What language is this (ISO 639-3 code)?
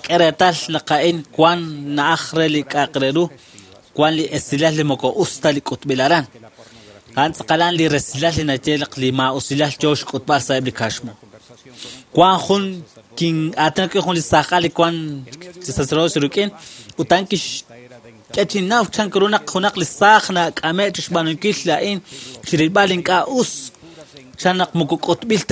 kek